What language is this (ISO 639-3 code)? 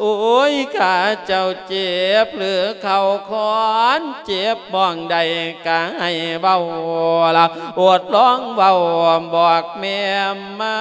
lao